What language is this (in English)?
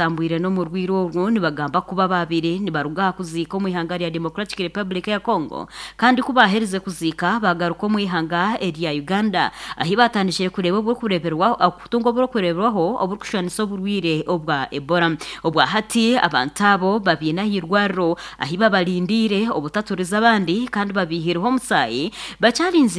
Nyankole